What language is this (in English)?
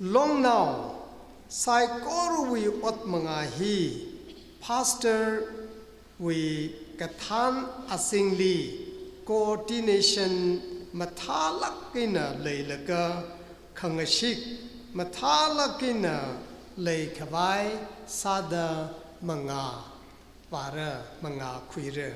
Tangkhul Naga (India)